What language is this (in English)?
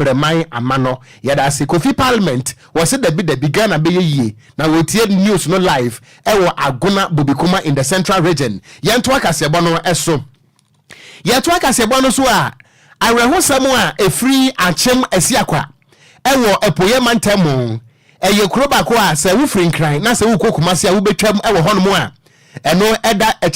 Akan